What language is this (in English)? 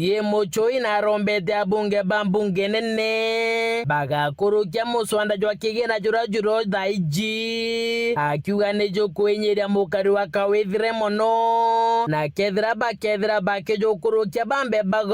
Meru